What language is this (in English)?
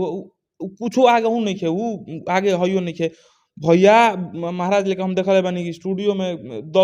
Bhojpuri